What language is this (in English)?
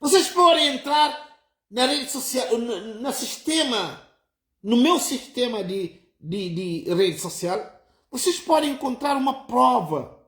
Kabuverdianu